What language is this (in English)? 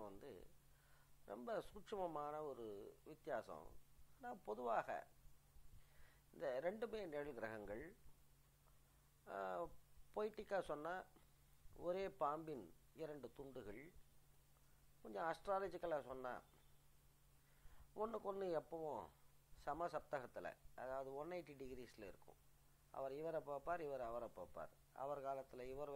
Tamil